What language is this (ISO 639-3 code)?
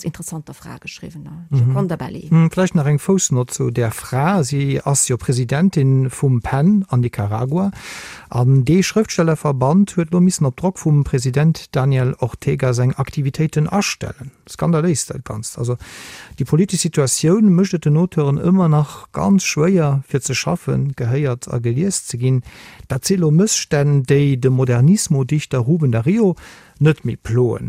ltz